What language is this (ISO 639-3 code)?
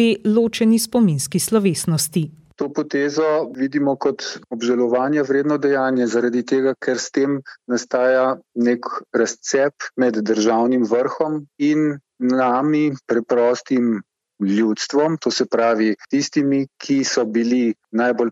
slv